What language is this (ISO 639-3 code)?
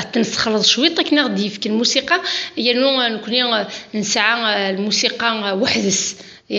kab